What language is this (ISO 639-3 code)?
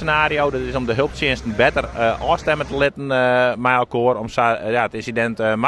fry